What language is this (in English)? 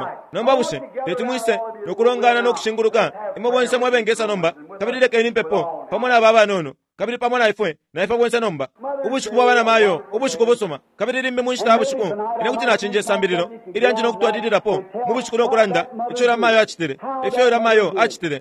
Bemba